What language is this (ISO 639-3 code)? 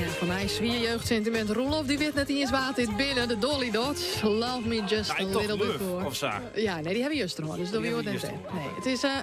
fry